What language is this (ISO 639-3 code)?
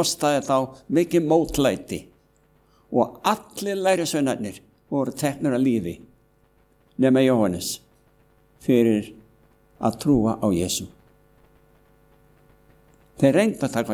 isl